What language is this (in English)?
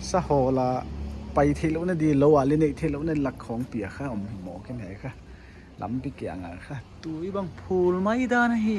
Paite Chin